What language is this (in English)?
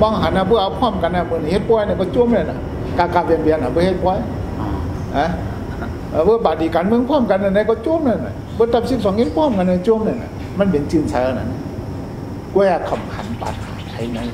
Shan